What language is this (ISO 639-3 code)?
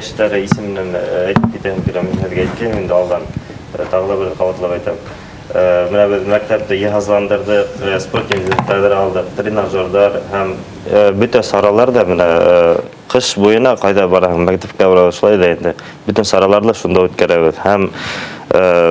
bak